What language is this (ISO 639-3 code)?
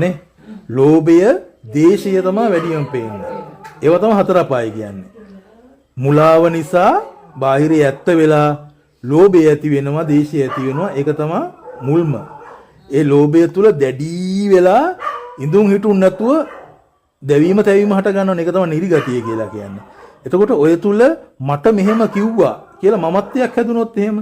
sin